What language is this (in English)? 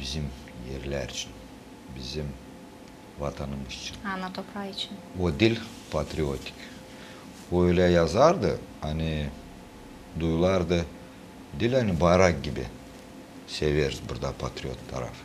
Gagauz